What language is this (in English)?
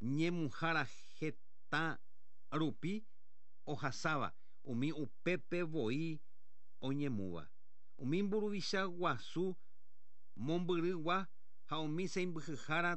Guarani